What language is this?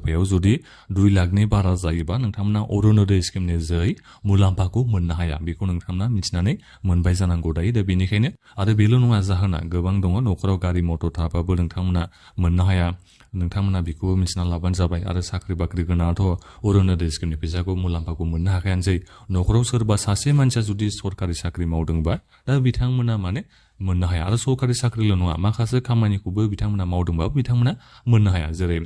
Bodo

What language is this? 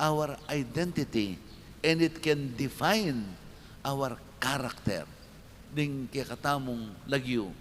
Pampanga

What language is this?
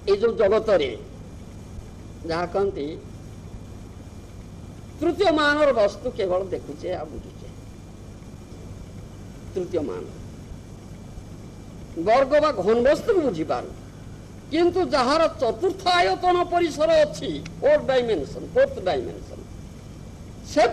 Odia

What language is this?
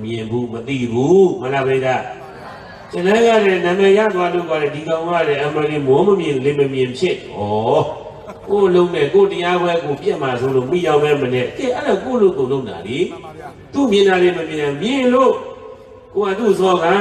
Burmese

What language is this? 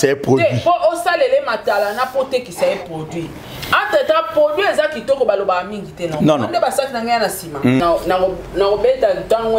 Lingala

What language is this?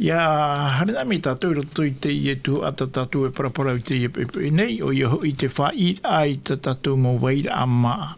Tahitian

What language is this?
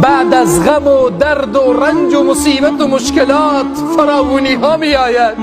Tajik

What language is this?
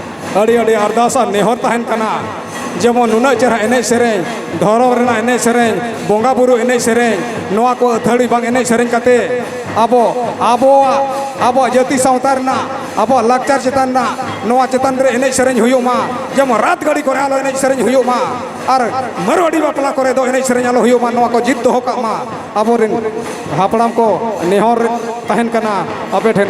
Santali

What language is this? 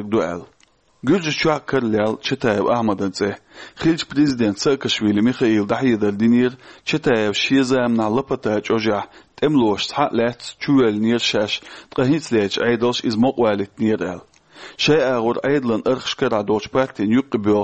Chechen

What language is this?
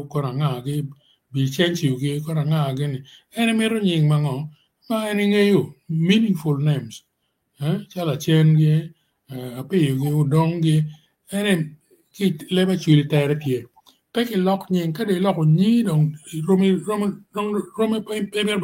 Acoli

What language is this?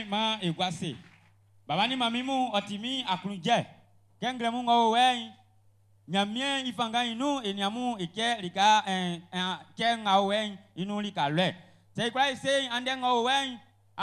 Baoulé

